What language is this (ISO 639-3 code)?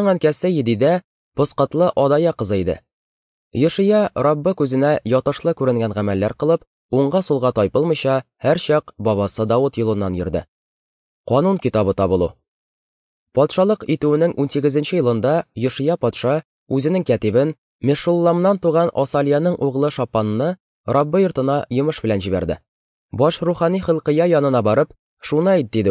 tat